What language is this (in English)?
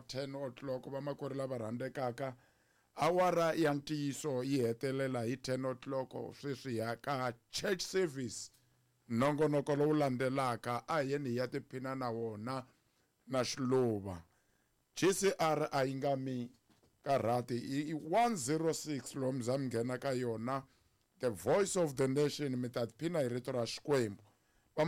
Tsonga